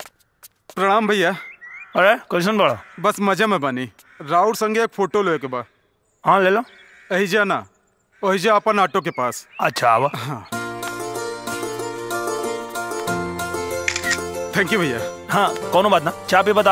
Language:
Bhojpuri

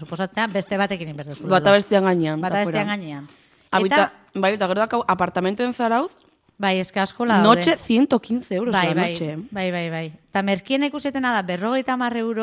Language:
Basque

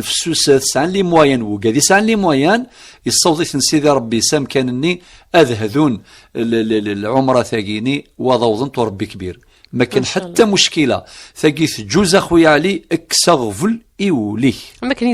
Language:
Kabyle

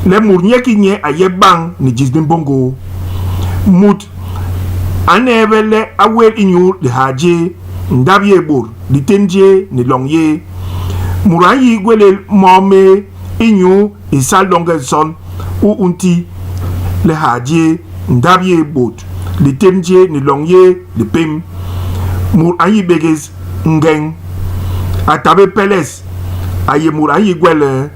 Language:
Basaa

